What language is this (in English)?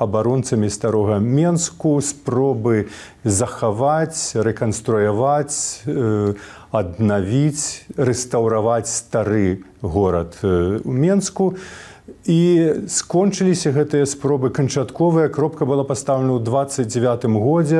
Belarusian